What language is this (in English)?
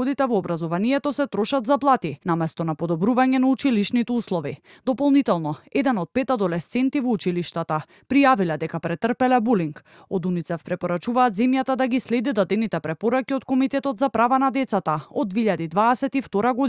Macedonian